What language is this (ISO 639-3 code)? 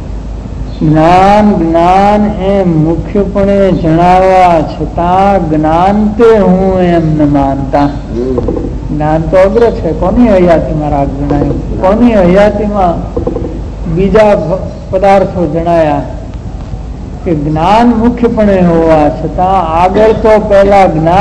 guj